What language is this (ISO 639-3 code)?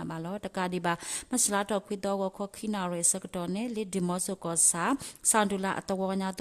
ksw